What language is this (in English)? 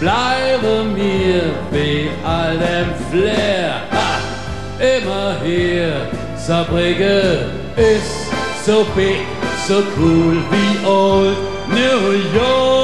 Palatine German